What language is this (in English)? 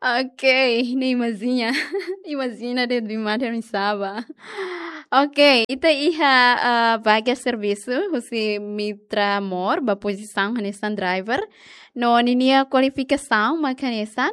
Tetum